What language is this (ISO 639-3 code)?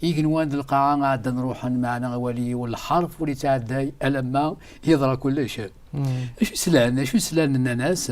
kab